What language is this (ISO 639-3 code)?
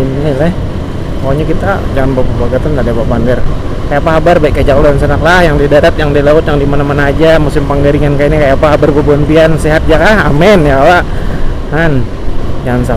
bjn